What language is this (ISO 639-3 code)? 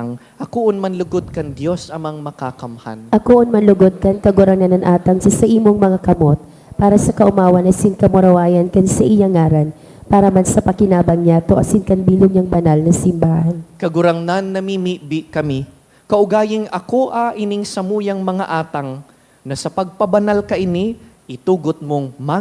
bik